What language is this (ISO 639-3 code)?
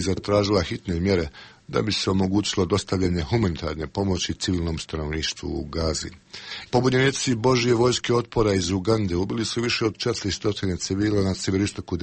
bos